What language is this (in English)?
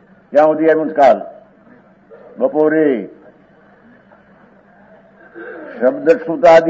Gujarati